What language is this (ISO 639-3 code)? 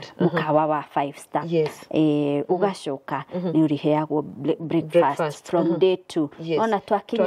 kik